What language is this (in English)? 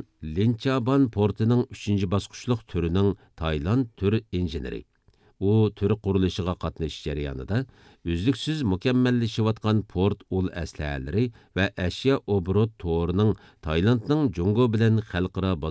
Uyghur